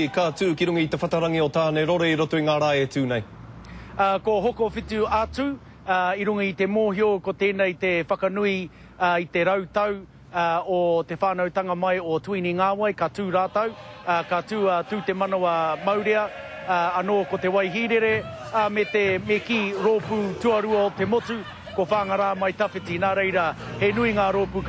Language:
Māori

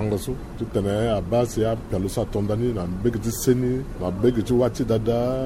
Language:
Sango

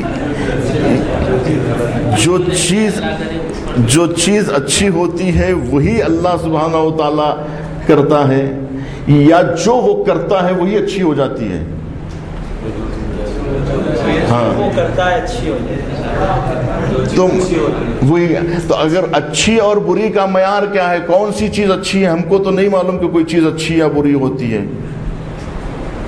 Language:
Urdu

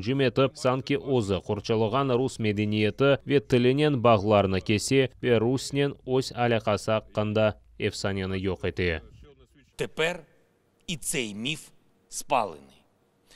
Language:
Crimean Tatar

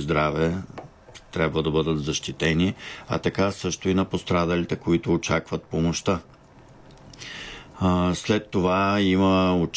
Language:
Bulgarian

